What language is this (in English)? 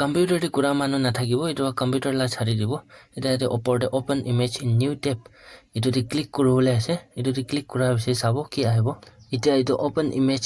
Naga Pidgin